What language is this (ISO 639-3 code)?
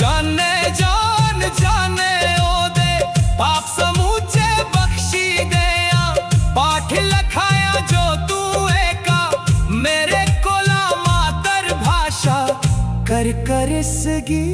doi